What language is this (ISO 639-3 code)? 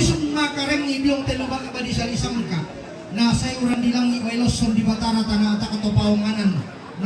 sda